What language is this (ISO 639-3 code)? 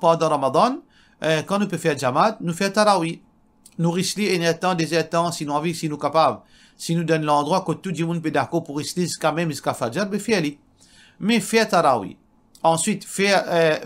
mfe